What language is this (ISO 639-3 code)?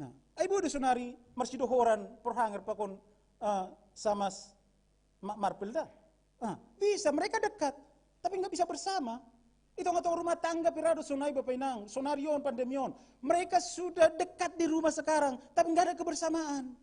bts